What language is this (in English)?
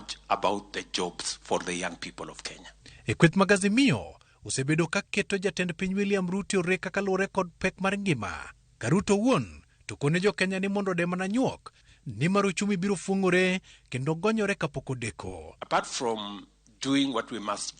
Luo (Kenya and Tanzania)